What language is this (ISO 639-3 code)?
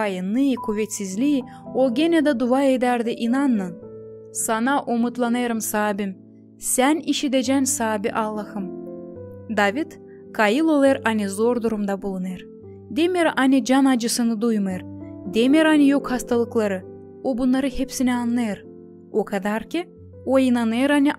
gag